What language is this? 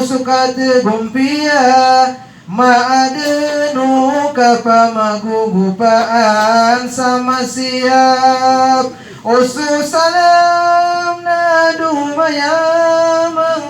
Maranao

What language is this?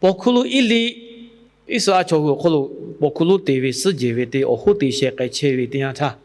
Lahu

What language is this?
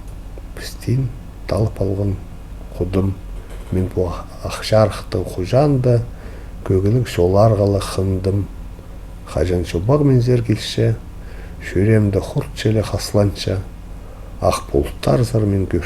Khakas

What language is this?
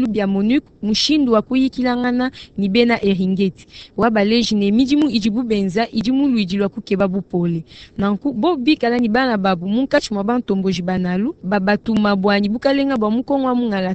Luba-Lulua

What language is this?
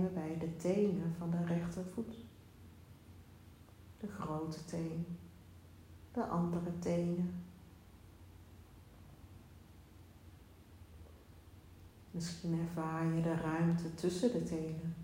Dutch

